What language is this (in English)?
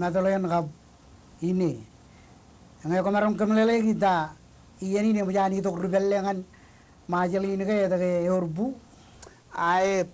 Marshallese